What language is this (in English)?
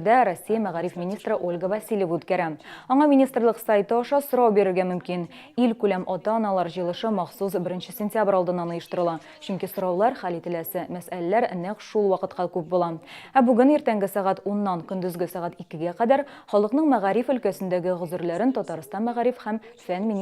Tatar